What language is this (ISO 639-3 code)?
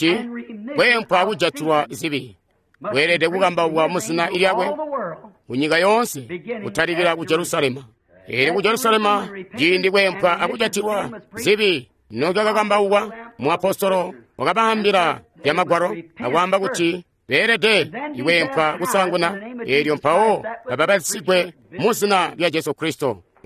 toi